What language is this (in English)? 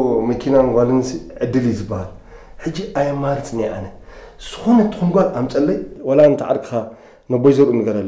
Tigrinya